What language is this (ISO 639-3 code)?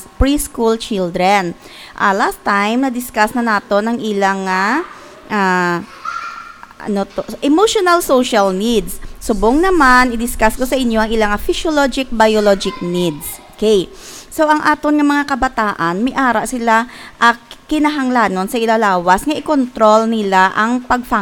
hil